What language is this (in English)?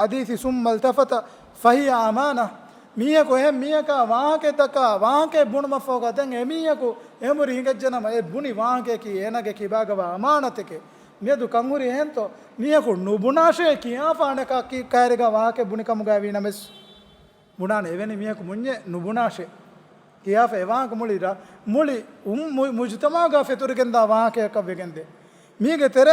Divehi